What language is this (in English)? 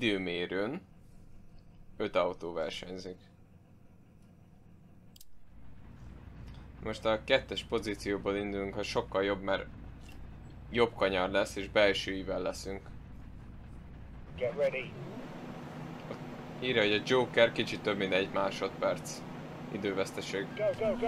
Hungarian